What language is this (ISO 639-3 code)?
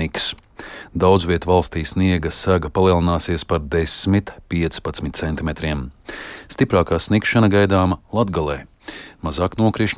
lav